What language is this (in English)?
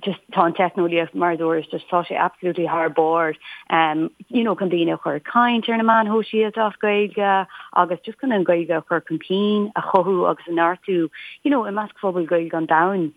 Irish